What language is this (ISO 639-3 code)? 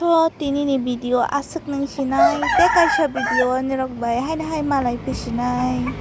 trp